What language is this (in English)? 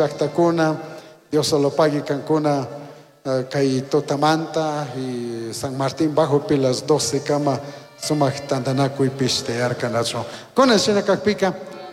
Chimborazo Highland Quichua